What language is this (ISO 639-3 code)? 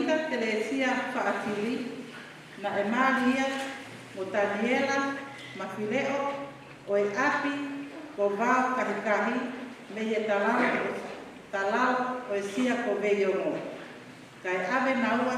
ton